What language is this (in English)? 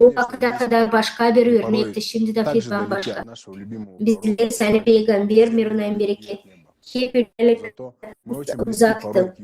Gagauz